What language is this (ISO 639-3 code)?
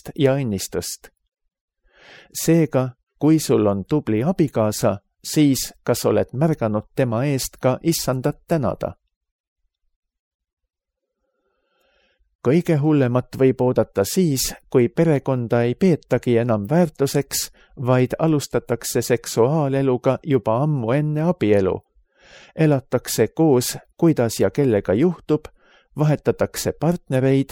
est